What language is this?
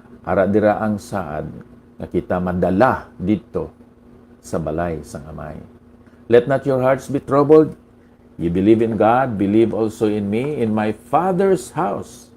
Hiligaynon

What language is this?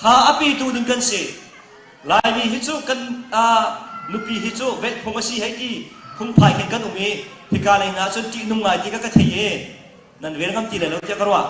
Hakha Chin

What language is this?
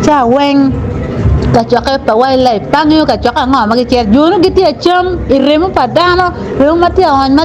Acoli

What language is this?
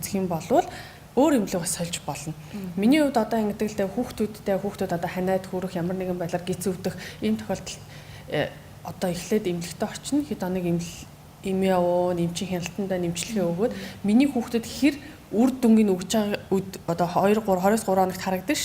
Mongolian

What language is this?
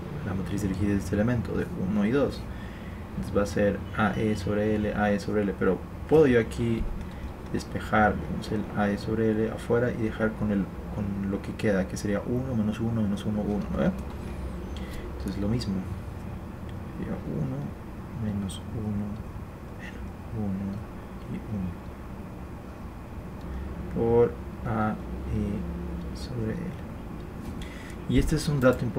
Spanish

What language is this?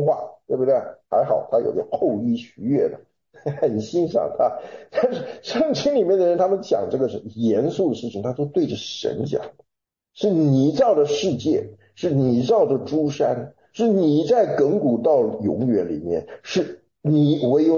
Chinese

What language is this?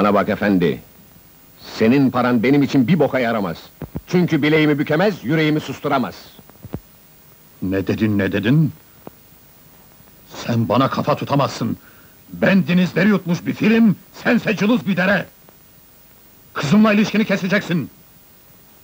Turkish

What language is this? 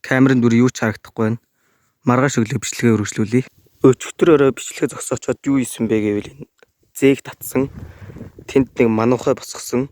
Mongolian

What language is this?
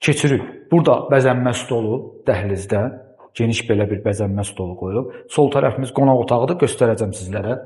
Azerbaijani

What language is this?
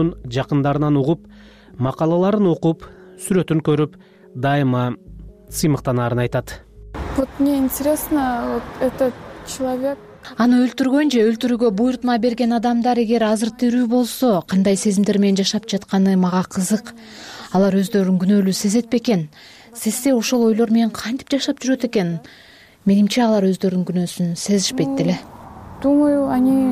Kyrgyz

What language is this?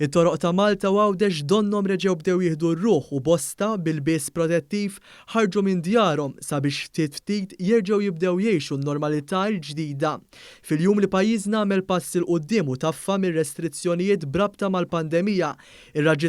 Maltese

